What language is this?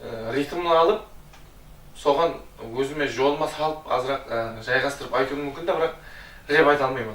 Kara-Kalpak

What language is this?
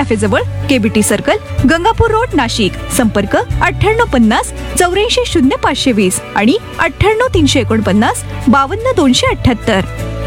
Marathi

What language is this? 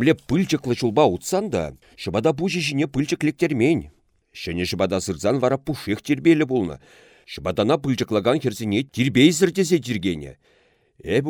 Chuvash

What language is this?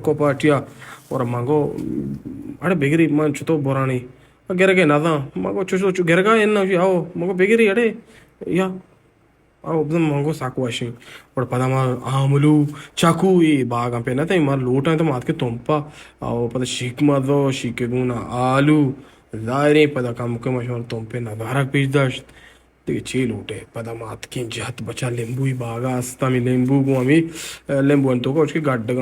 Baluchi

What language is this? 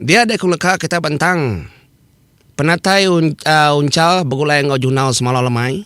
Iban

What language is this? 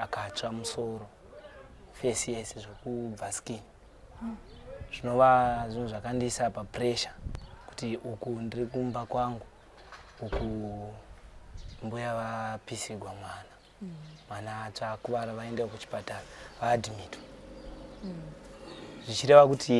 Shona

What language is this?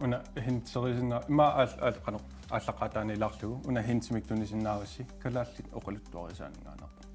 Kalaallisut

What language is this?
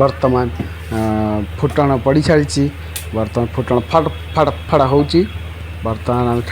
Odia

